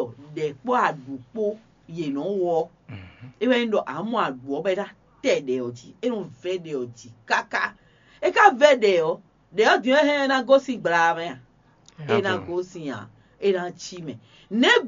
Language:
Fon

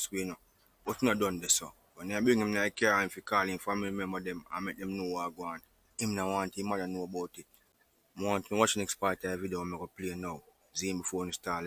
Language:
Jamaican Creole English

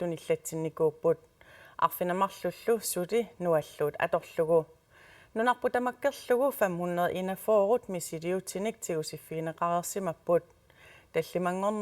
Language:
Kalaallisut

